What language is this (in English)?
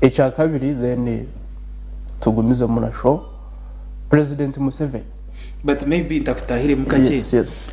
Nyankole